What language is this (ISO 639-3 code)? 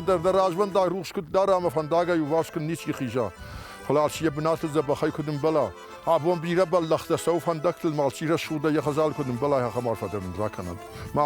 oss